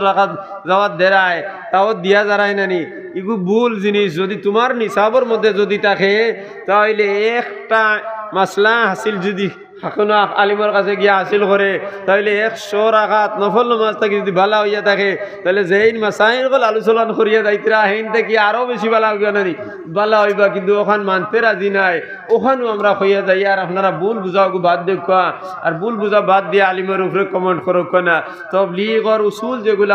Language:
Sylheti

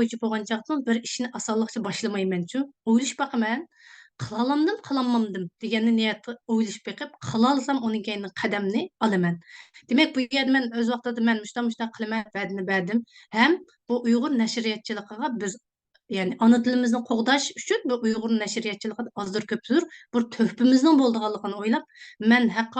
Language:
Uyghur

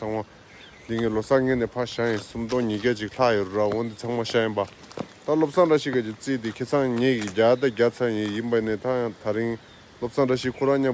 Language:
Tibetan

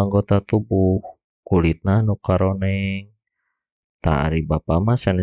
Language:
Sundanese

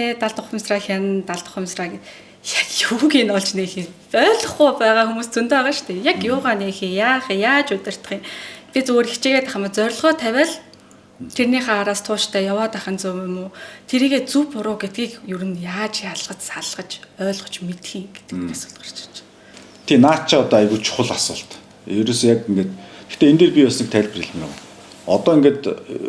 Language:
Mongolian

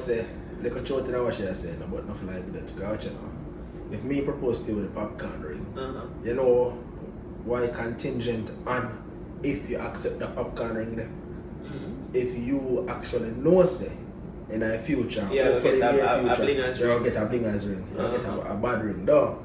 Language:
Jamaican Creole English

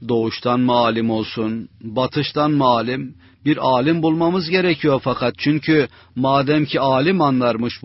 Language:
Turkish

